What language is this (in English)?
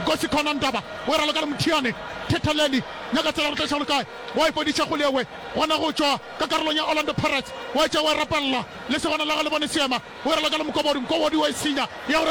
Northern Sotho